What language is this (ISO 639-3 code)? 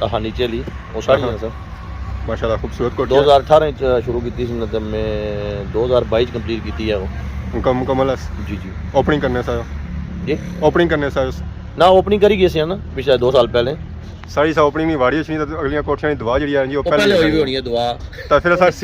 phr